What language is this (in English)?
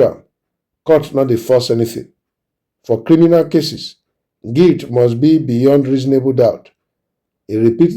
Nigerian Pidgin